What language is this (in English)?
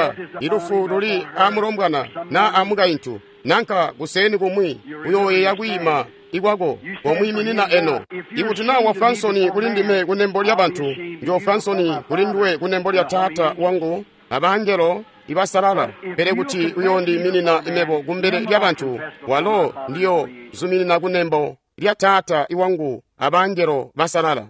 Tonga (Zambia)